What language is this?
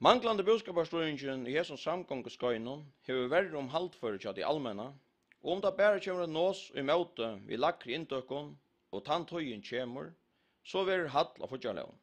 Faroese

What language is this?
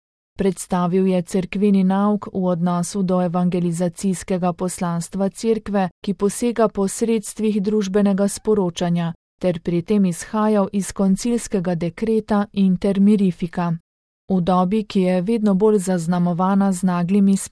Slovenian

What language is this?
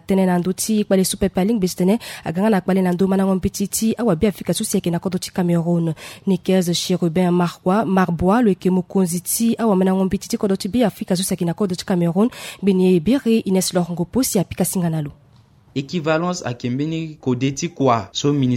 Sango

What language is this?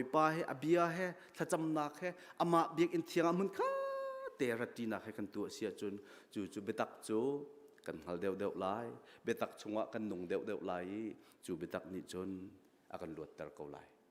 Hakha Chin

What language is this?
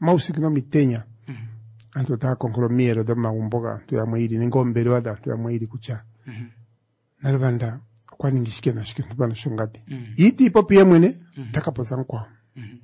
Kuanyama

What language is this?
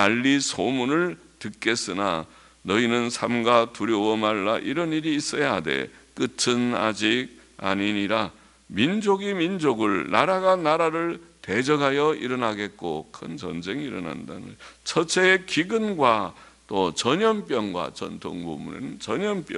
Korean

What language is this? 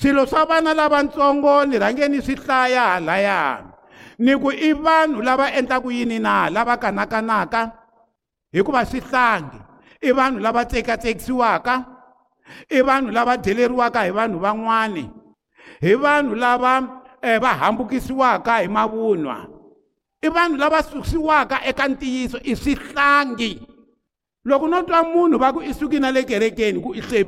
Tsonga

